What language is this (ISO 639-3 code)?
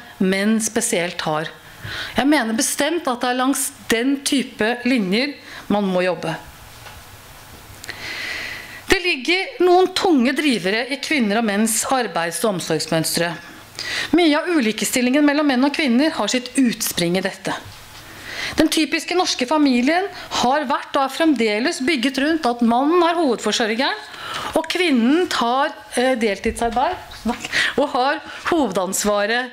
nor